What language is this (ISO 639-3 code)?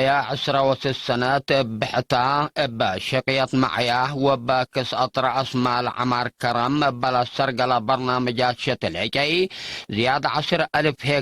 tig